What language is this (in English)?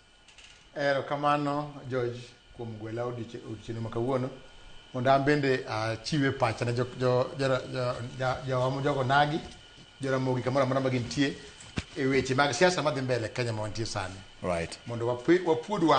Luo (Kenya and Tanzania)